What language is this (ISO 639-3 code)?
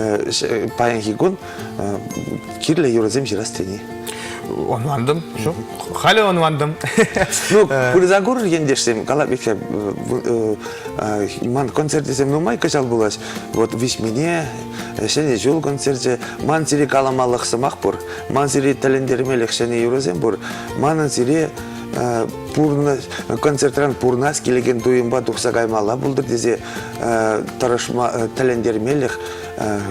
chv